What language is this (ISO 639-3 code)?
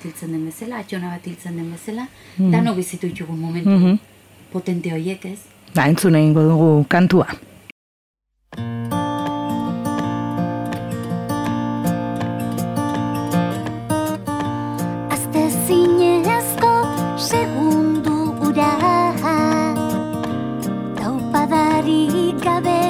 eus